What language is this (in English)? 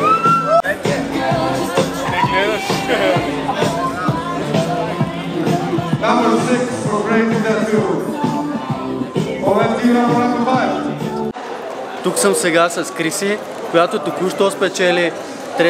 Bulgarian